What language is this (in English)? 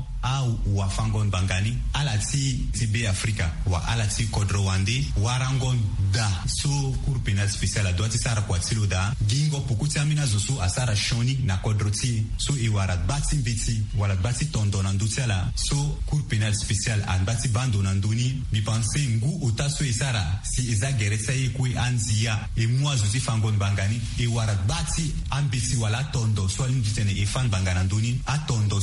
Sango